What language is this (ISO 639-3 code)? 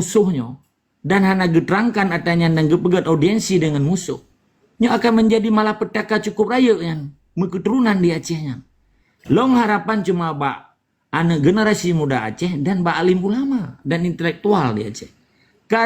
ace